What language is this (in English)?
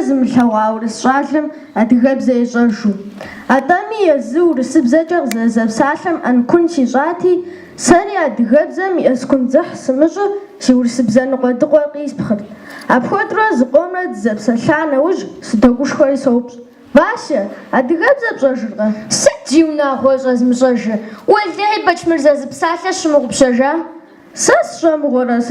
Kabardian